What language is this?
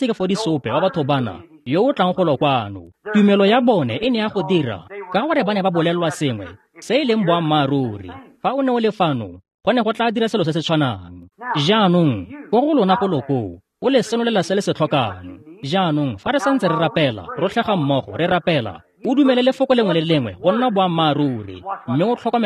Tswana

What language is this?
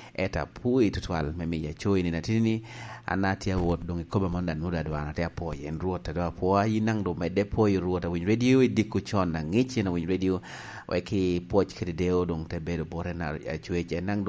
Lango (Uganda)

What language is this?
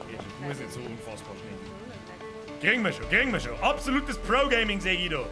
Bavarian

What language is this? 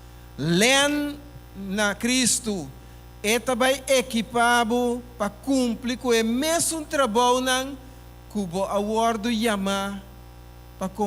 Papiamento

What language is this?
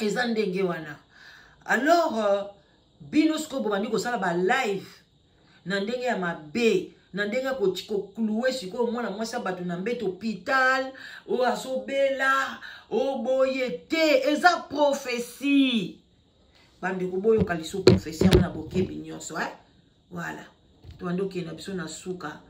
Lingala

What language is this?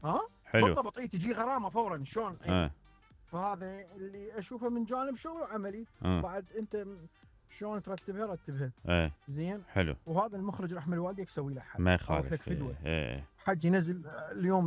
Mesopotamian Arabic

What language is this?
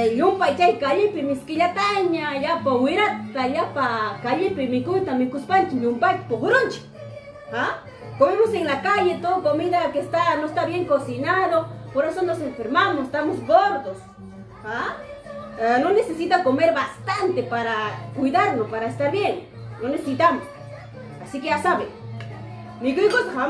Ayacucho Quechua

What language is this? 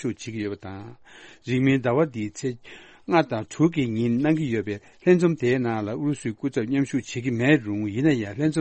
Tibetan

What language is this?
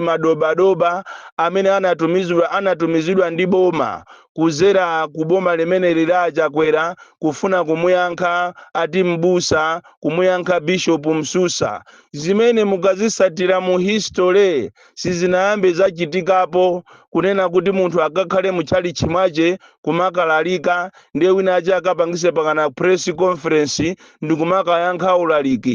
Nyanja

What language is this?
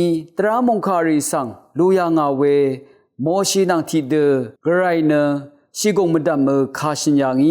Rawang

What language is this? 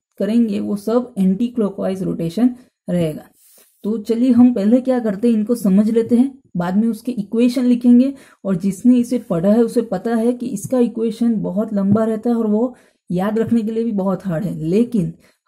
Hindi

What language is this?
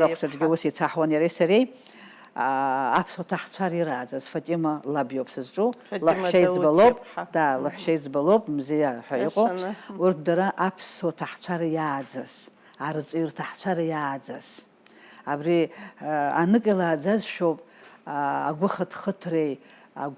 Abkhazian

